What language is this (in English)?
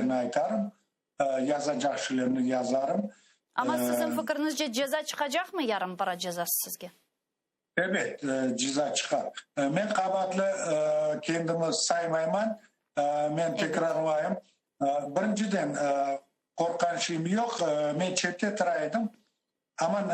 Crimean Tatar